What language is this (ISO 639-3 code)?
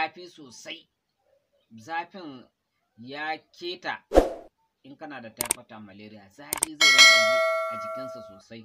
hau